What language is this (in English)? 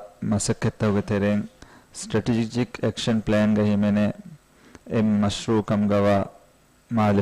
Divehi